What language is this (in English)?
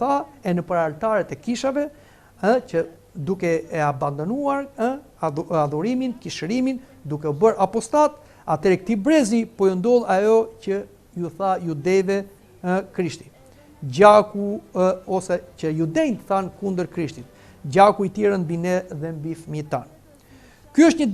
Albanian